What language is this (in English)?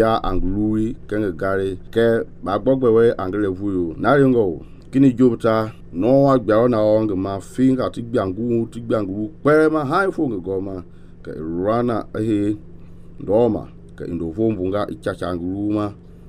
Mende